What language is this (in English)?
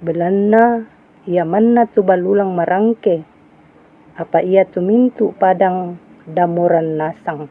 Toraja-Sa'dan